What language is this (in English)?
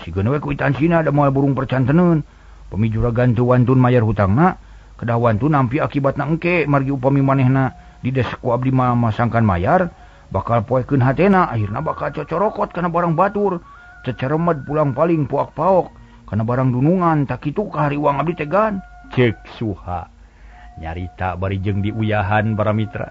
Sundanese